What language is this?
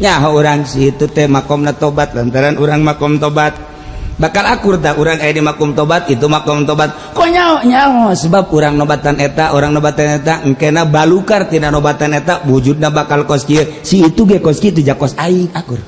Sundanese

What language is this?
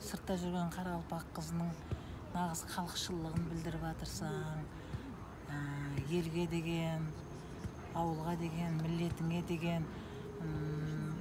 Kara-Kalpak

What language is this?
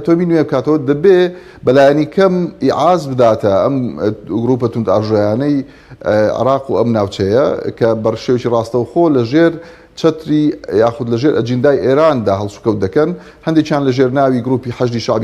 Central Kurdish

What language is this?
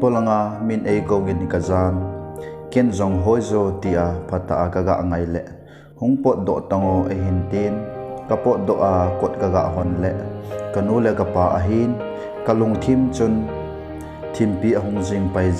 Thado Chin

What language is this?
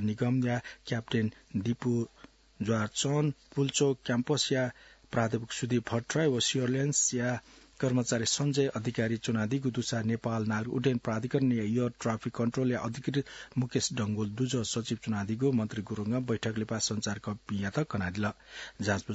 Newari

